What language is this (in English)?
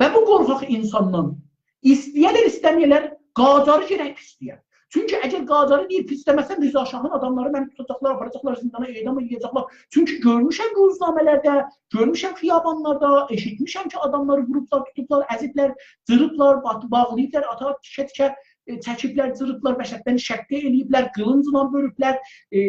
South Azerbaijani